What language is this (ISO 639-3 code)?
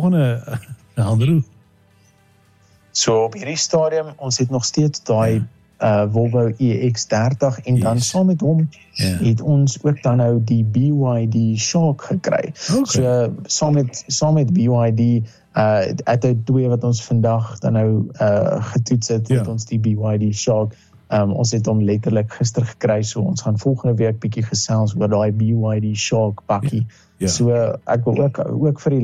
afr